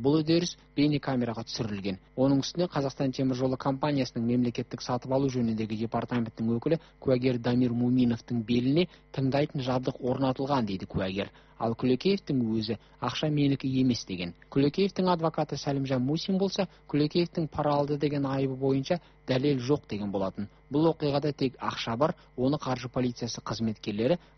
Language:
Kazakh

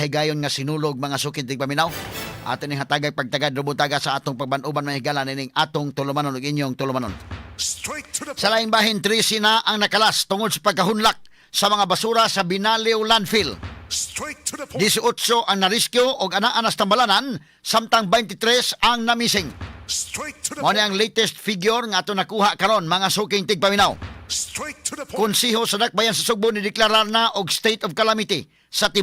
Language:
Cebuano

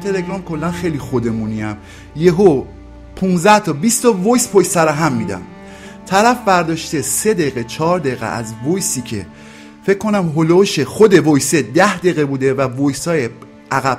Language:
Persian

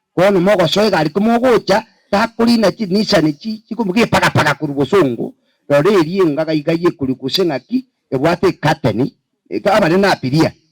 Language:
Gusii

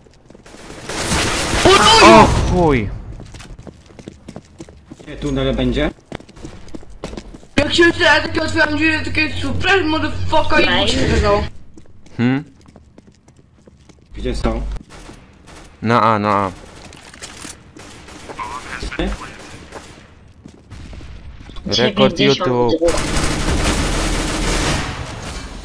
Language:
Polish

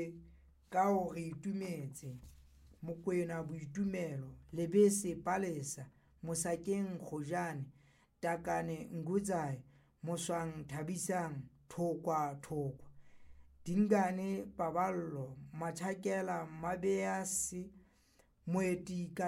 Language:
Southern Sotho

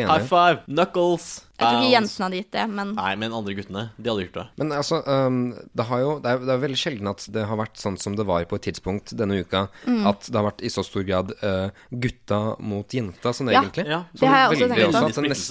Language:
Norwegian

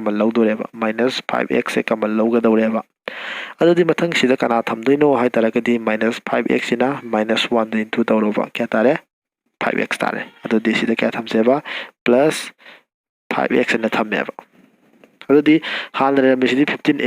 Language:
Manipuri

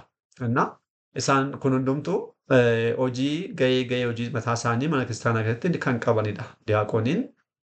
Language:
Oromo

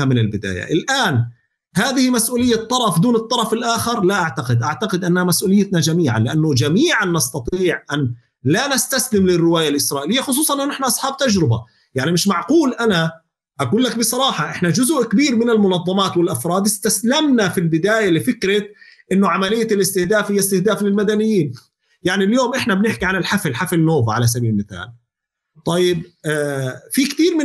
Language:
North Levantine Arabic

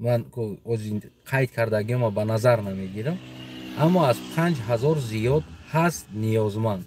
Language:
Tajik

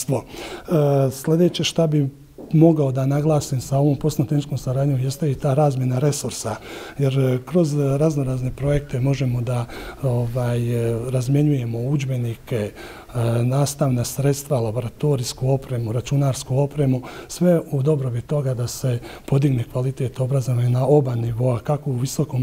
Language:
Bosnian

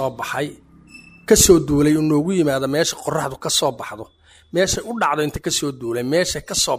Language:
Somali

